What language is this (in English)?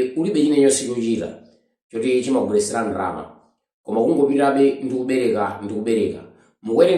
Nyanja